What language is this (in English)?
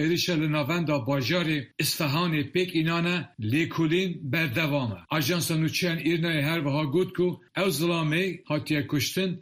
Kurdish